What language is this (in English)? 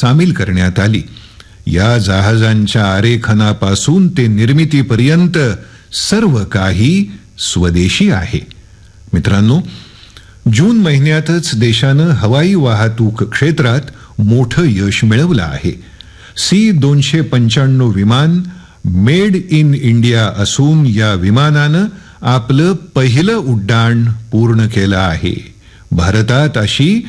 Marathi